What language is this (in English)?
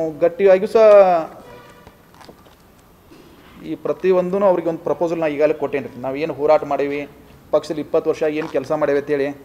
Kannada